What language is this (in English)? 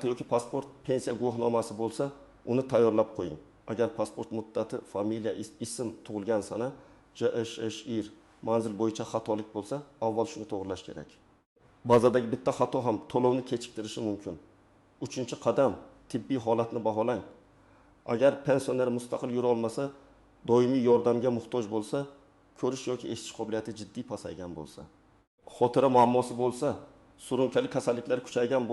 Uzbek